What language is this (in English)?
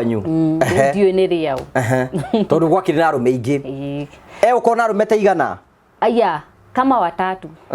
Kikuyu